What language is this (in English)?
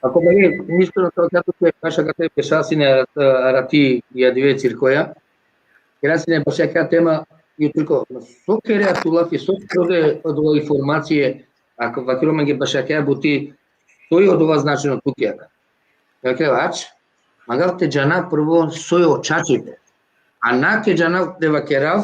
Balkan Romani